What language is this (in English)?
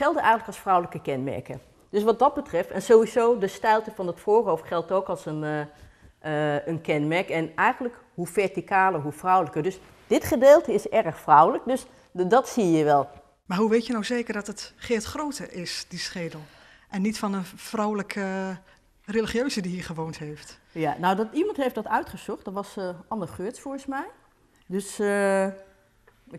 Dutch